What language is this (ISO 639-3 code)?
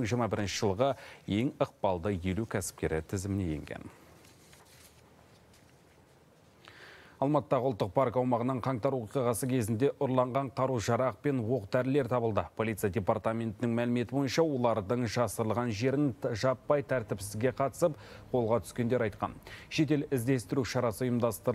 kaz